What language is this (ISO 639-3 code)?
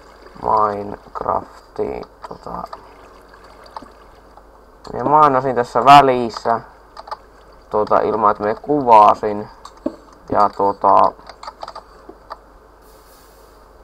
fin